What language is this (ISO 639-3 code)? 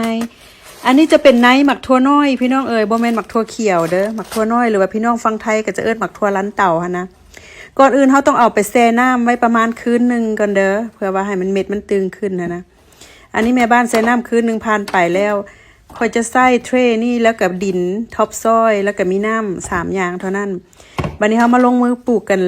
lao